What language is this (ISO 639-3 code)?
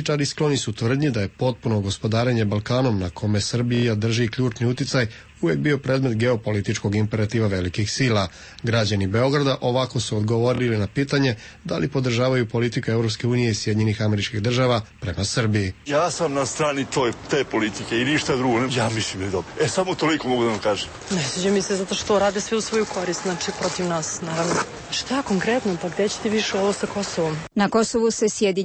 srp